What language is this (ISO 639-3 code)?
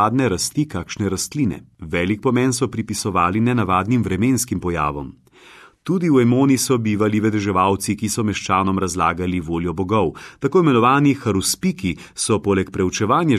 slv